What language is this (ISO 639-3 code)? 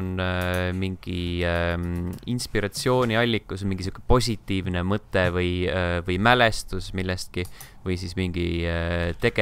est